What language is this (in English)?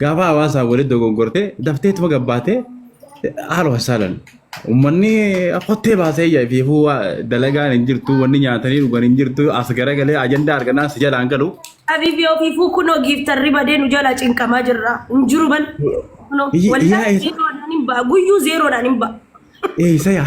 Oromo